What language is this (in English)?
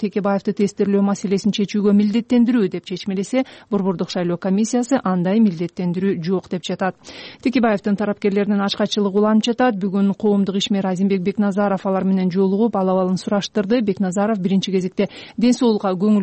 Kyrgyz